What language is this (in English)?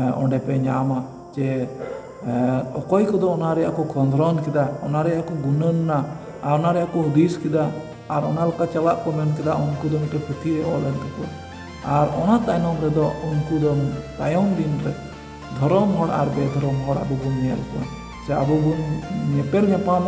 Santali